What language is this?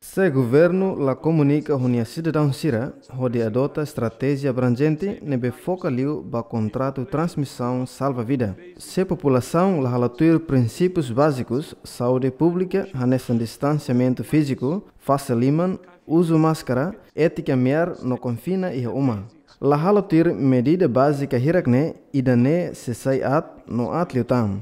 Tetum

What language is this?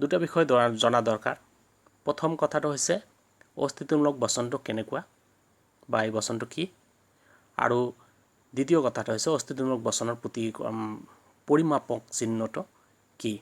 Assamese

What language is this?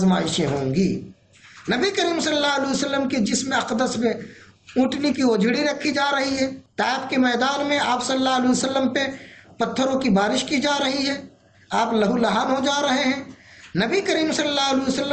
Urdu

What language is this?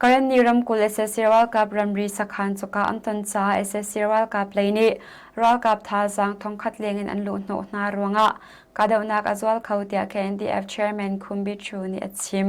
Hakha Chin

